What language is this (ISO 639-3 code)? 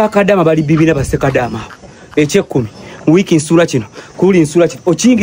lug